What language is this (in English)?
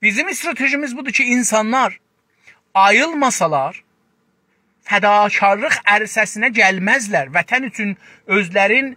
South Azerbaijani